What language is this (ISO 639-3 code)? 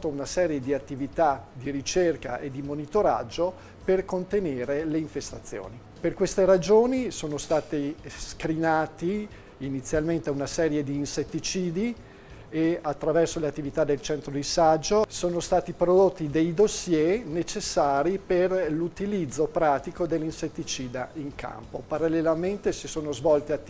ita